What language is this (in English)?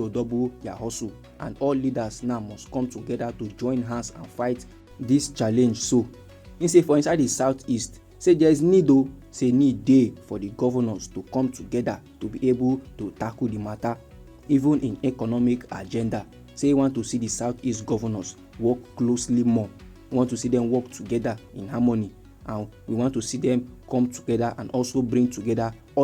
Nigerian Pidgin